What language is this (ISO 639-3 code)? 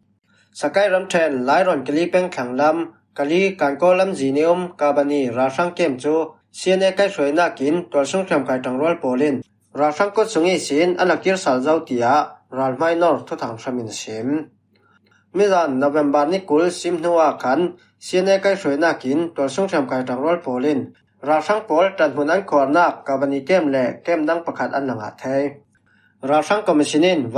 cfm